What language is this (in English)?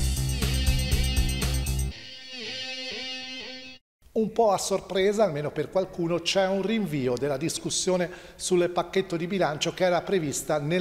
Italian